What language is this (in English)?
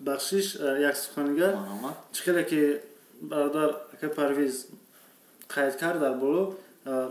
Tajik